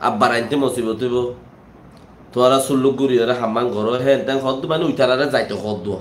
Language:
Rohingya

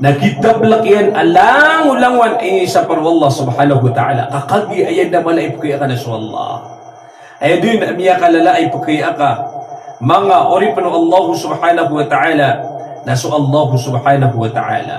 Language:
Maranao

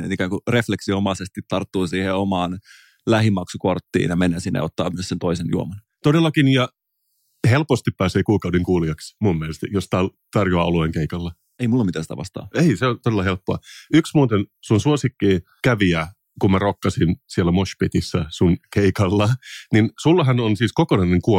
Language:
Finnish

